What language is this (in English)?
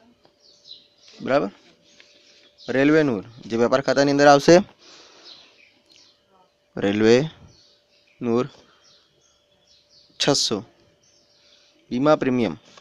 Gujarati